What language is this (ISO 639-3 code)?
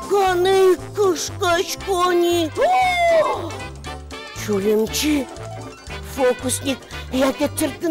udm